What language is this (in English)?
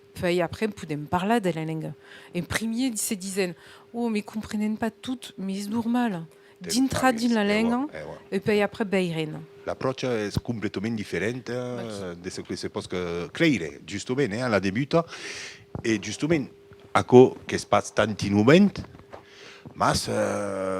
Occitan